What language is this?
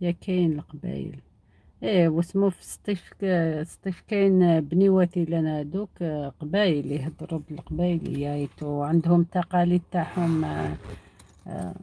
Algerian Arabic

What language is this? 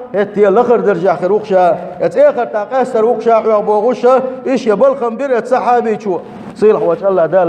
Chechen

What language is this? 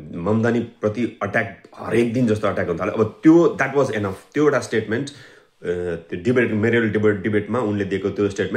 Nepali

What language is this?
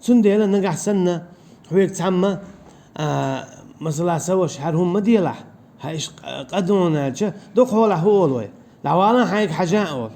Chechen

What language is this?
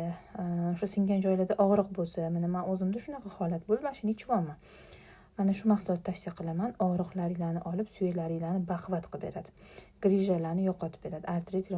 Uzbek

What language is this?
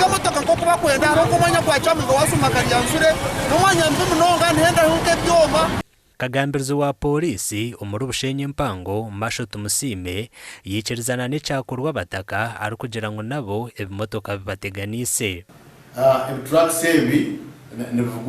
Nyankole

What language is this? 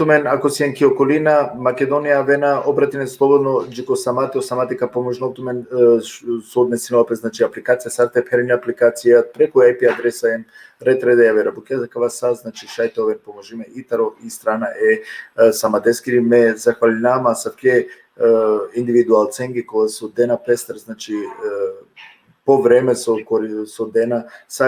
Balkan Romani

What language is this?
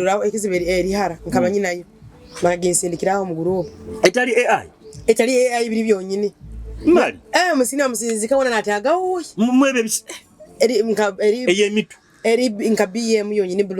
Nyoro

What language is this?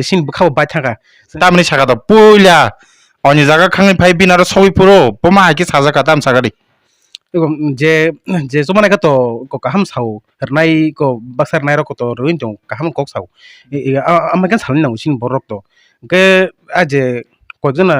Kok Borok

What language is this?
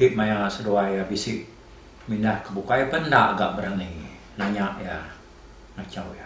Iban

